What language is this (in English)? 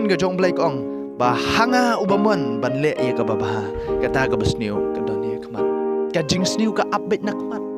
Khasi